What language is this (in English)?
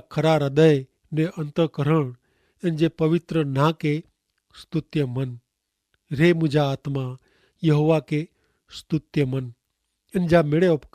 Kachhi